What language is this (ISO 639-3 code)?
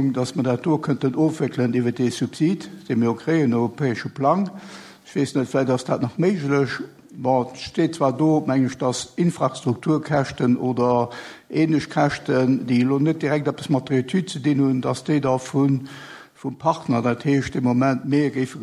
ltz